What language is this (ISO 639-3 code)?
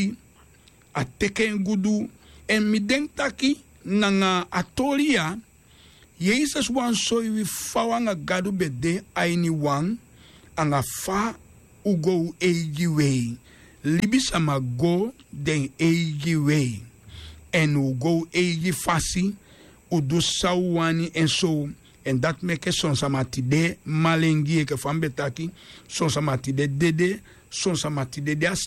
srn